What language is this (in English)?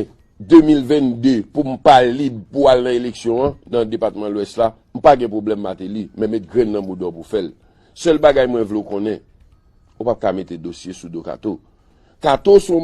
Haitian Creole